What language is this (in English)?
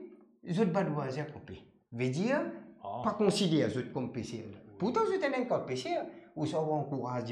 Morisyen